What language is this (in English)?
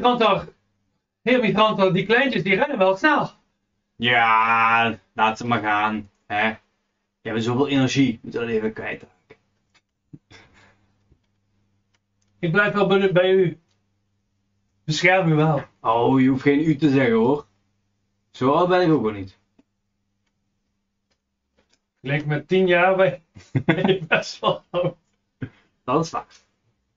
Dutch